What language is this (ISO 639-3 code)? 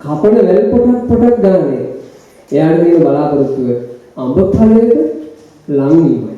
sin